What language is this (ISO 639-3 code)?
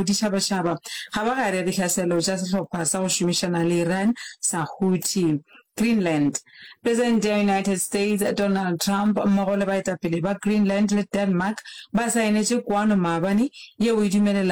nso